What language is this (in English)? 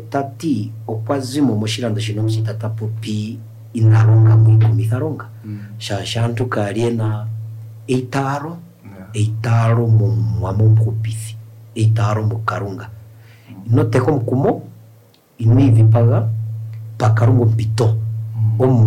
Kuanyama